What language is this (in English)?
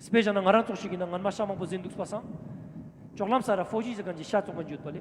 Ladakhi